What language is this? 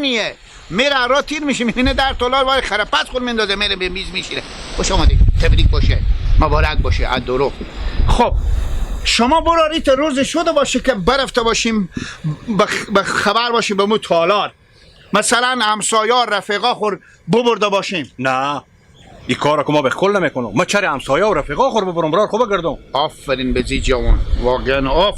Persian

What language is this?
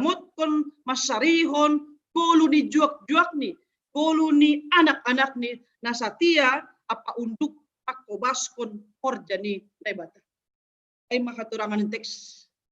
Batak Simalungun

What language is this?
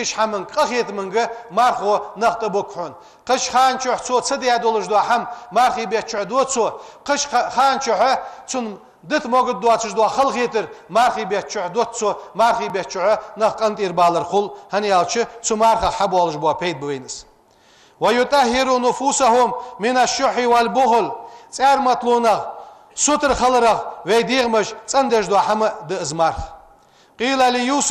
Ingush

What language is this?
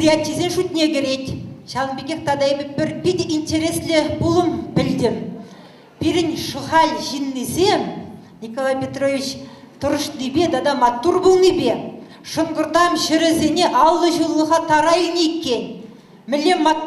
Chuvash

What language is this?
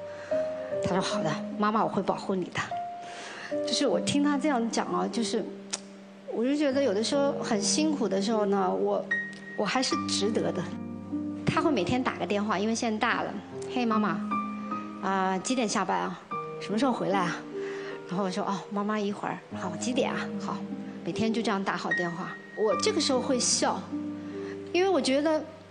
Chinese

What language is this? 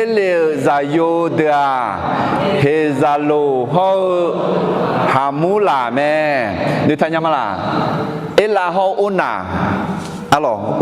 Akha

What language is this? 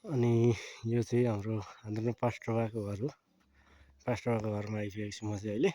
Nepali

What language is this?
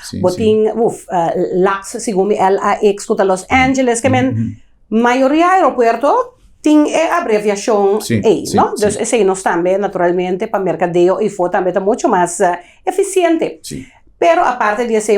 Papiamento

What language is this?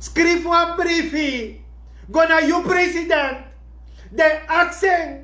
Sranan Tongo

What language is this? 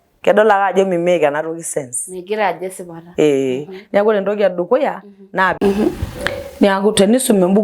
Masai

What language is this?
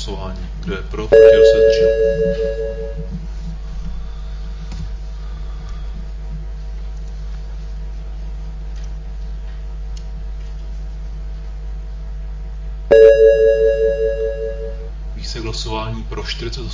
Czech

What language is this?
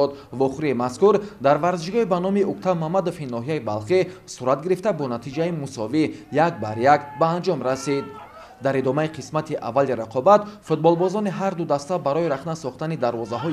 Tajik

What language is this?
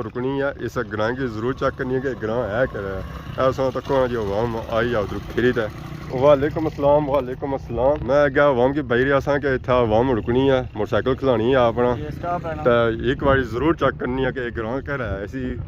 Pahari-Potwari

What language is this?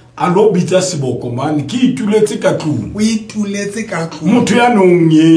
Southern Sotho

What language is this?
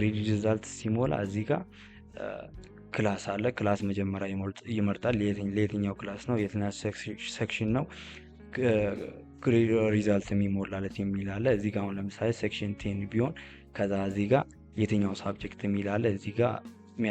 Amharic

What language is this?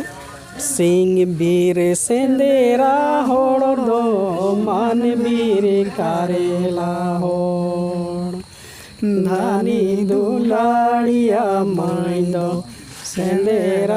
Santali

